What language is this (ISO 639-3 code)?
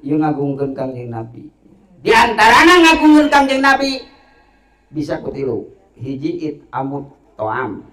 sun